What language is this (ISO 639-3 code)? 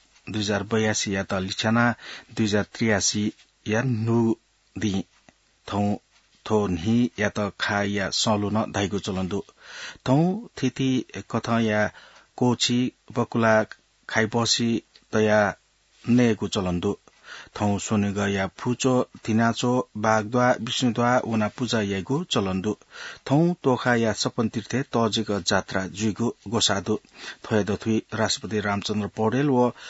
new